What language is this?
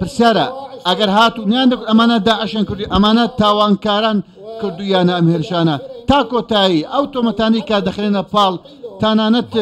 Central Kurdish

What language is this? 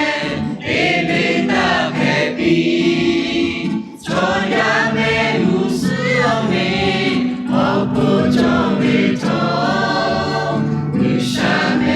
Lahu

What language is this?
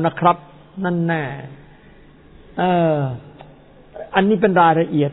Thai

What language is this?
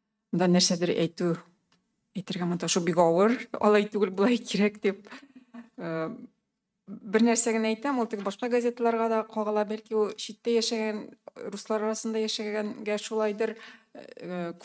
Tatar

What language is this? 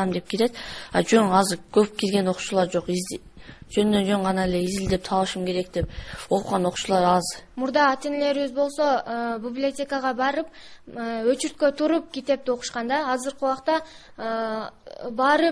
Kyrgyz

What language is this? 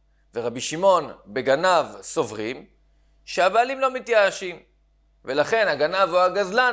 Hebrew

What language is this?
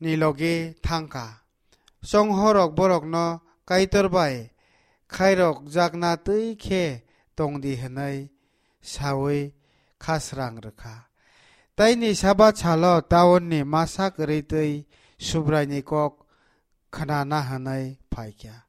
Kok Borok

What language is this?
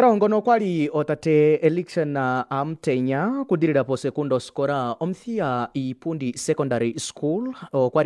Kuanyama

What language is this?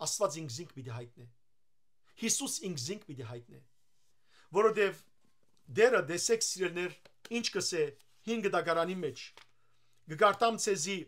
Western Armenian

